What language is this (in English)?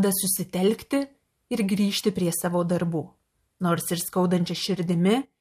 Lithuanian